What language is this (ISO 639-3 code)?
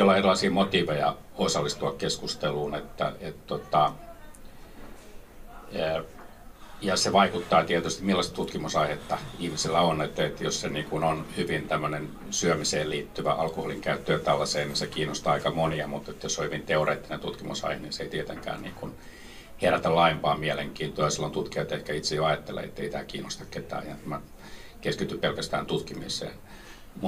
fin